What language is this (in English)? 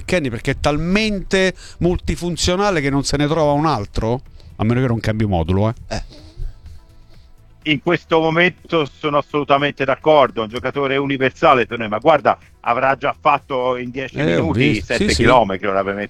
Italian